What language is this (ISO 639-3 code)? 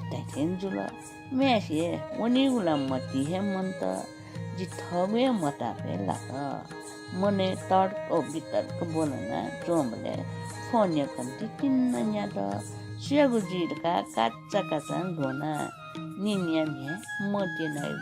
new